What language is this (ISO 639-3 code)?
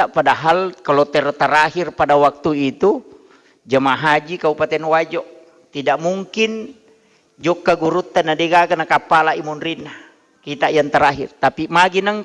bug